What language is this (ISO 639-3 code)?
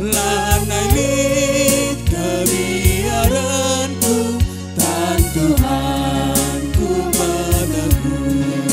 btx